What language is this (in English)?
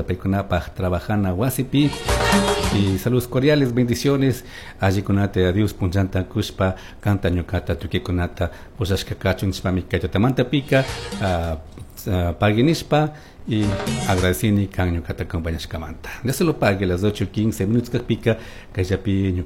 Chimborazo Highland Quichua